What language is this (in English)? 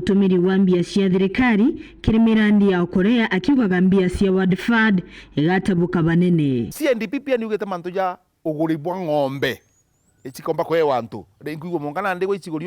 Meru